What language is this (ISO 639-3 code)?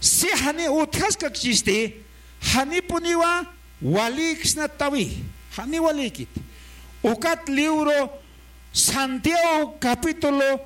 aym